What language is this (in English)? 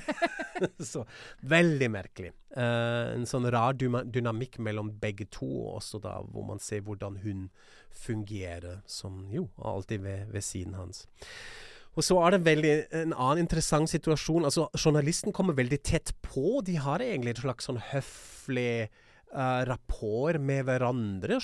Norwegian